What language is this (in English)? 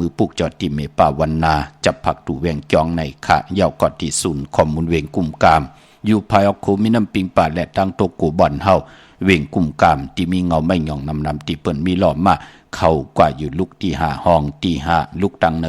Shan